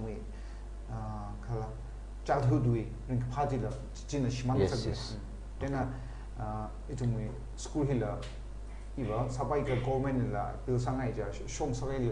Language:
Tangkhul Naga (India)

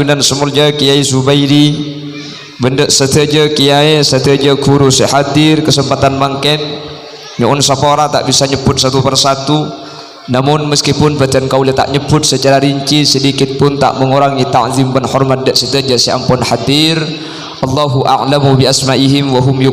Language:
Madurese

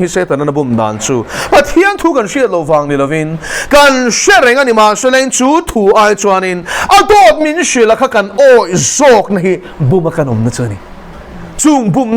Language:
Mizo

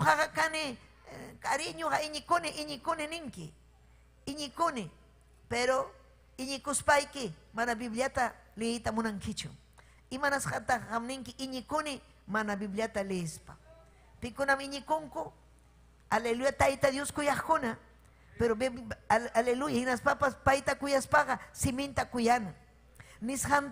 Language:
Ayacucho Quechua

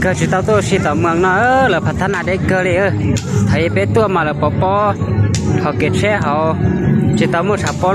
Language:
Hmong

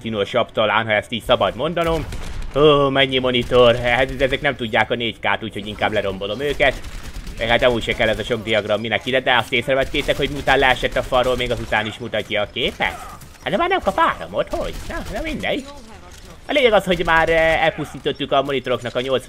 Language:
Hungarian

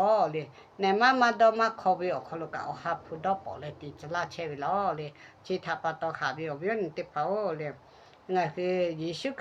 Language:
Lahu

